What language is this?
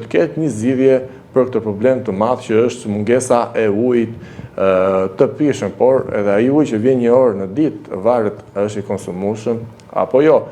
Albanian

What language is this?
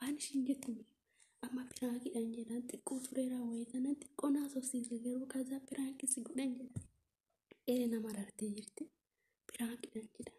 Oromo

